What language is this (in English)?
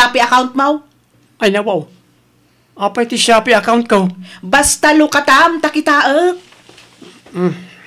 Iloko